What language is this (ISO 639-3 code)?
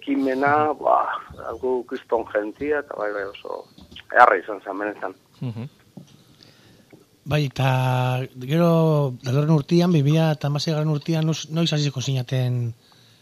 eus